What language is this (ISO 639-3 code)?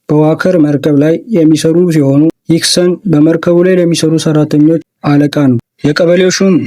amh